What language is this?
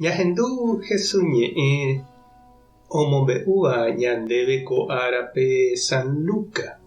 Guarani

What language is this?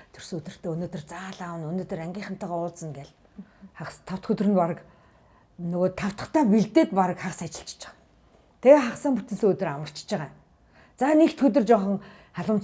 Mongolian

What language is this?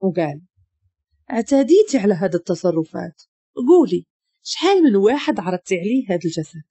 Moroccan Arabic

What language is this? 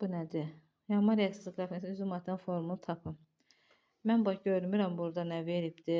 Azerbaijani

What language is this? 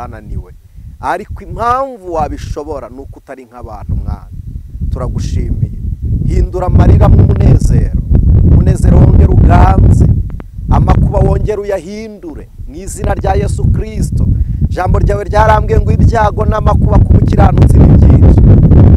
Kinyarwanda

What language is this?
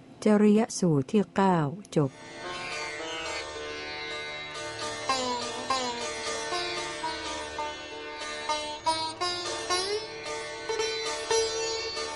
Thai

